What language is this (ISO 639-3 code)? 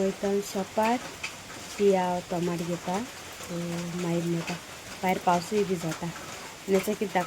kok